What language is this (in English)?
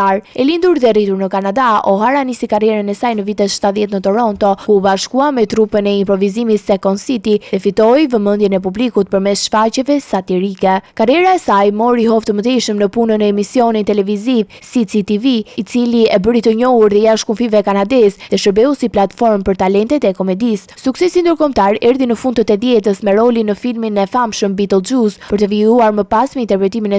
Albanian